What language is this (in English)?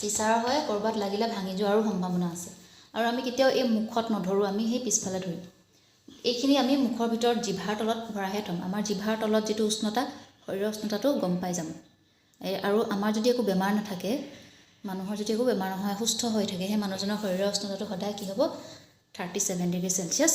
Assamese